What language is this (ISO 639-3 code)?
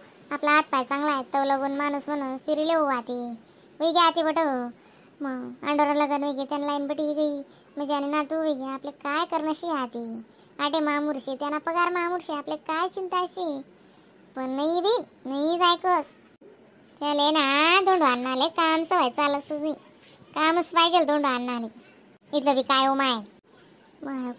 khn